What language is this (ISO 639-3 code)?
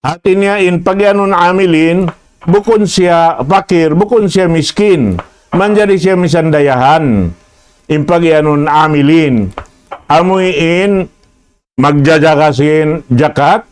tsg